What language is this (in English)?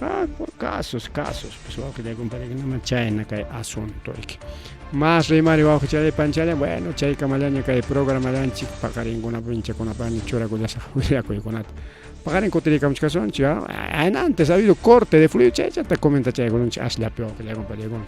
Ayacucho Quechua